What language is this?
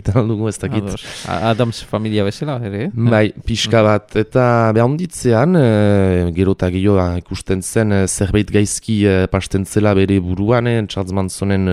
Basque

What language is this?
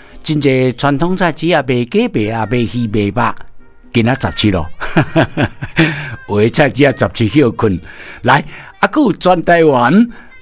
Min Nan Chinese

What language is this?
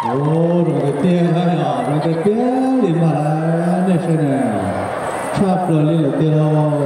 Hmong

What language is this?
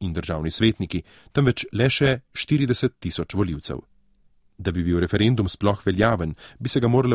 Slovenian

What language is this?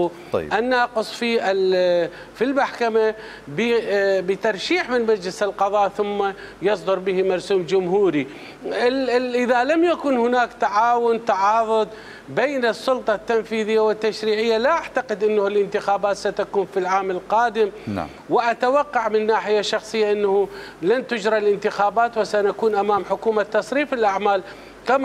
Mesopotamian Arabic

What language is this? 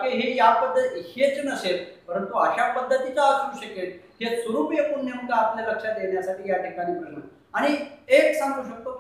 Marathi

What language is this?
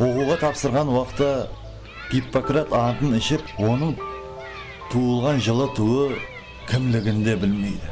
Kara-Kalpak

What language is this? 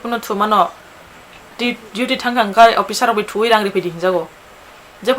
Kok Borok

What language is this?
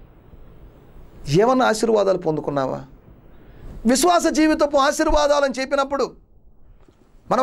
Telugu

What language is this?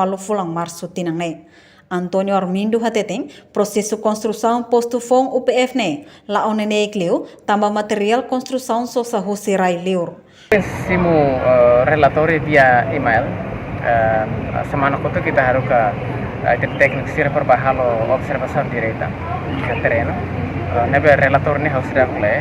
Tetum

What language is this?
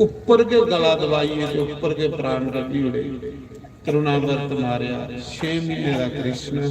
Dogri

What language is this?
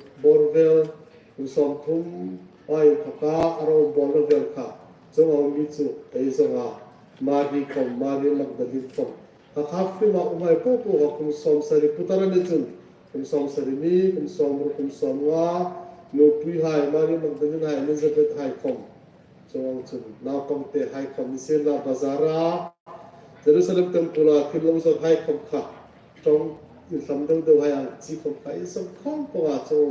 Hmar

